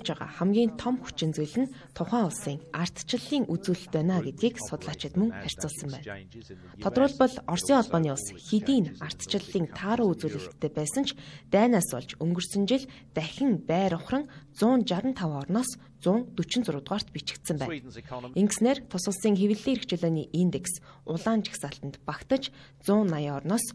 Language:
Mongolian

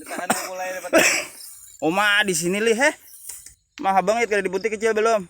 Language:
Banjar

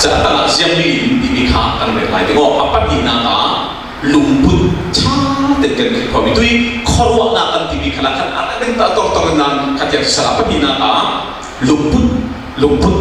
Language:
Falam Chin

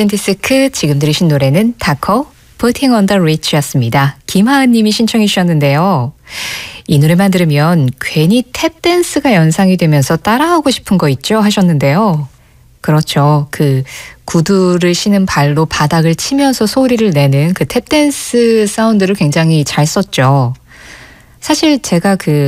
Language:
Korean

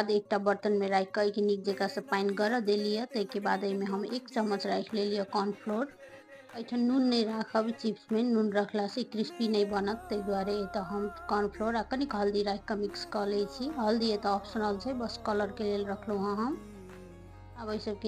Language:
Maithili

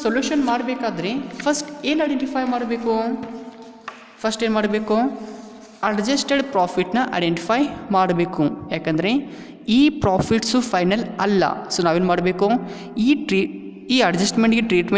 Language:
Kannada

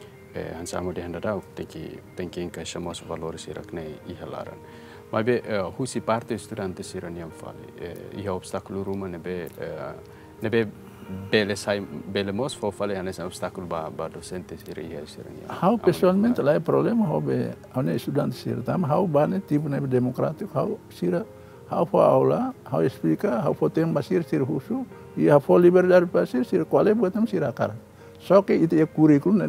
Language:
Tetum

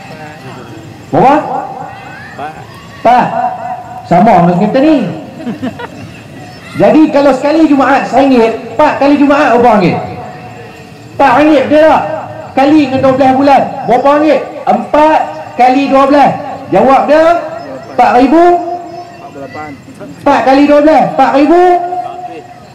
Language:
Malay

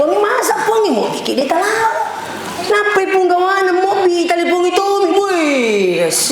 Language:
Buginese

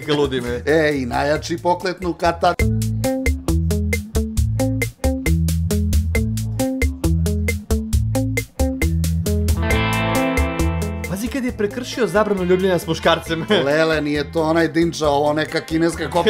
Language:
Serbian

